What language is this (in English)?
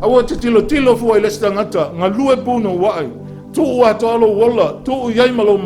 Samoan